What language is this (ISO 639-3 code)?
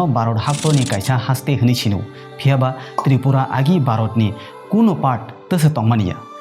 trp